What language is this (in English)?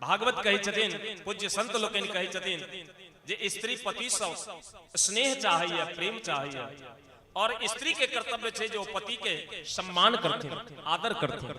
Maithili